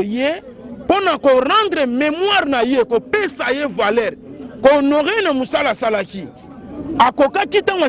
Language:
Lingala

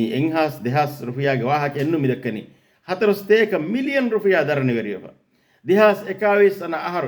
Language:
Divehi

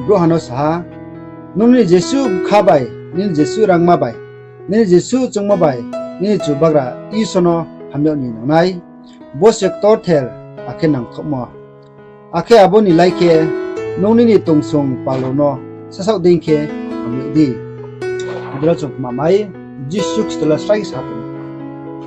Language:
Riang (India)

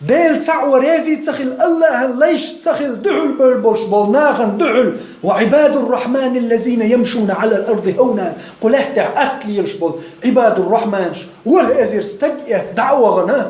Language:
Chechen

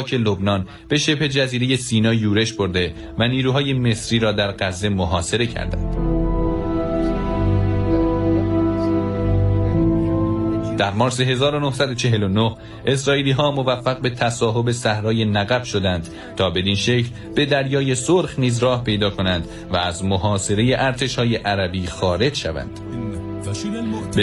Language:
Persian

